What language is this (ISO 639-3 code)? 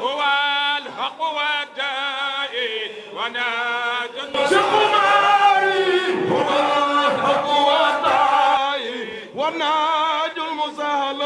ful